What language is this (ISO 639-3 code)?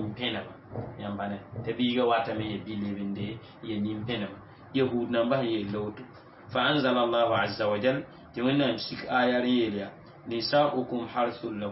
mos